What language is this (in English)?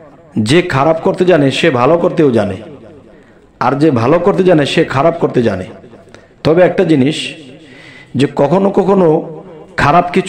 Bangla